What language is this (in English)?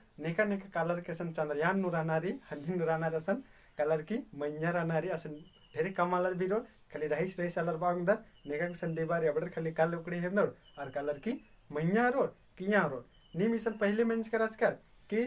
Kurukh